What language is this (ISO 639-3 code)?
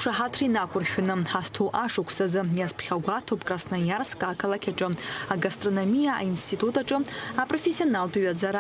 abk